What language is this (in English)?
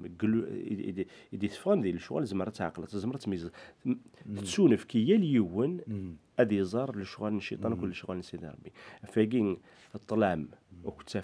Kabyle